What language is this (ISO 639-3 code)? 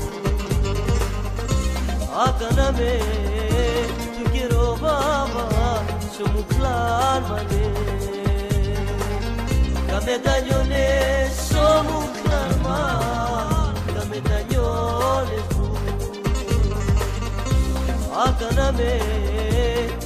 ell